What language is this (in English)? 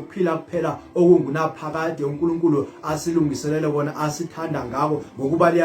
Zulu